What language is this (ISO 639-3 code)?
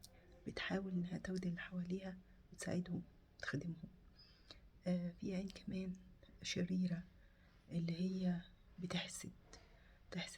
arz